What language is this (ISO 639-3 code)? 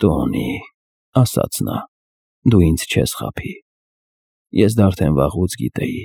hye